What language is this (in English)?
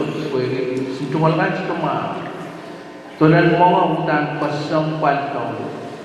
Pohnpeian